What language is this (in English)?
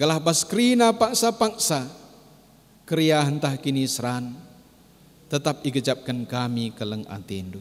Batak Karo